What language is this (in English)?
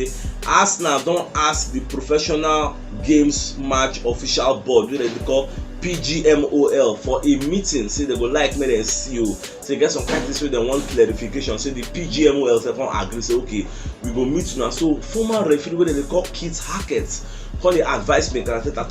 Nigerian Pidgin